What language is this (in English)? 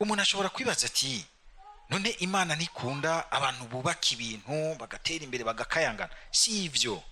Rundi